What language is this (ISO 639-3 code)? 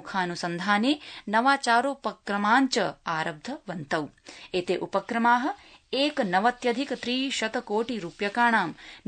san